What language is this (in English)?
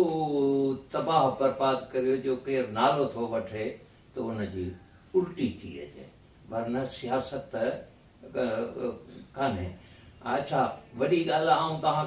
Sindhi